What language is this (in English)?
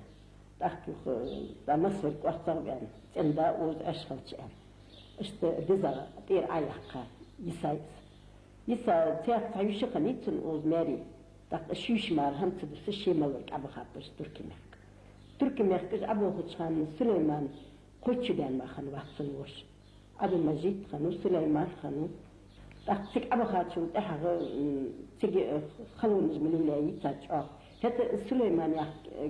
Ingush